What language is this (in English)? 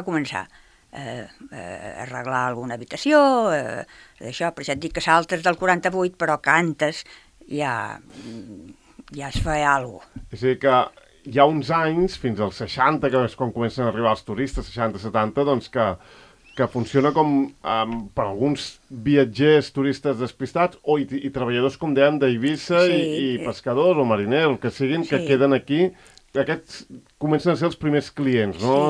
Catalan